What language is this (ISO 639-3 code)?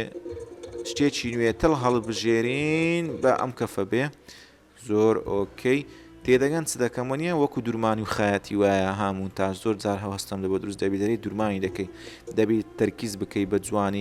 ckb